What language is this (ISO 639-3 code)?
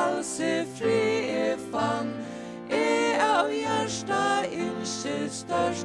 fao